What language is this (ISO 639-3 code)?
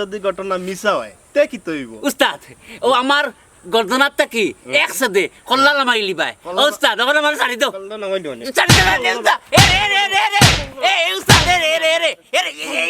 syl